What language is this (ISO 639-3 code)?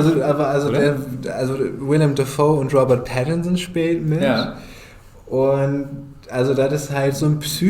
nds